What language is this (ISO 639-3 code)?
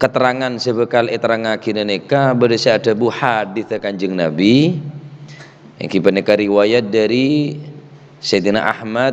mad